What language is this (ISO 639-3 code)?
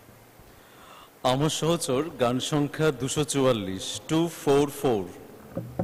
ben